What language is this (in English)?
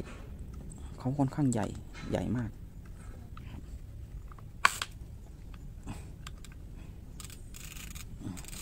Thai